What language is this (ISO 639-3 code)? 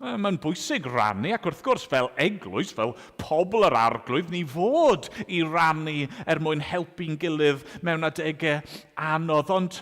cym